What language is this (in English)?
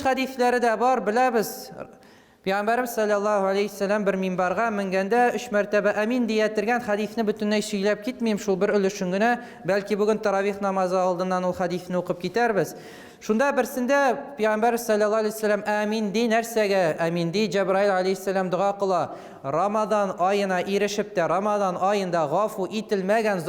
Tatar